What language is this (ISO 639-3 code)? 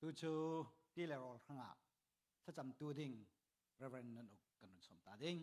cfm